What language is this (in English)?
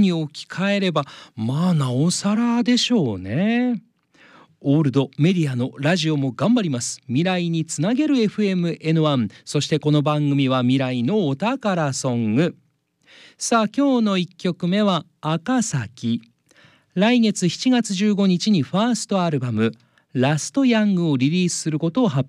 Japanese